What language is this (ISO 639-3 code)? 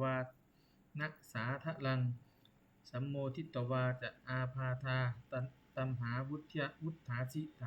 pli